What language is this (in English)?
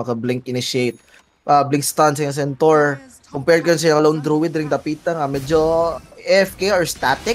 Cebuano